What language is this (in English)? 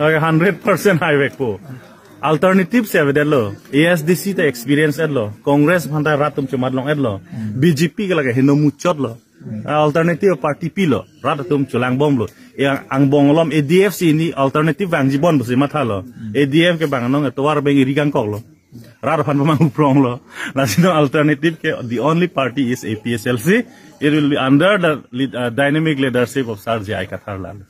Karbi